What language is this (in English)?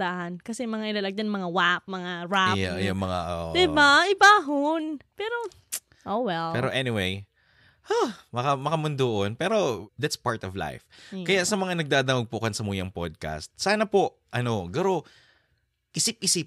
Bikol